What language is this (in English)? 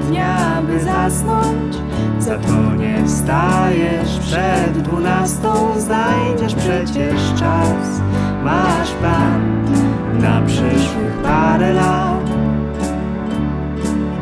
Polish